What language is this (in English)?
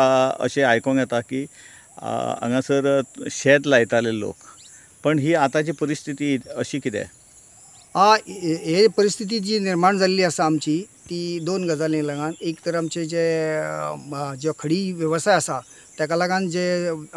Konkani